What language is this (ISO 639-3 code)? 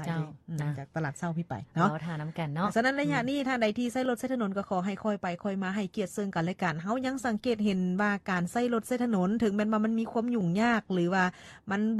lao